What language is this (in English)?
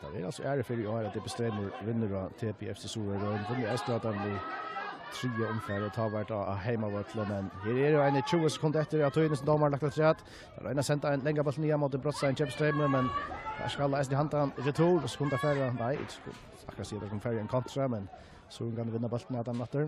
Faroese